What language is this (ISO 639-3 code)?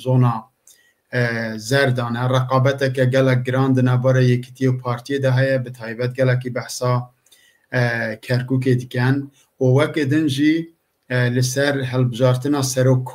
kur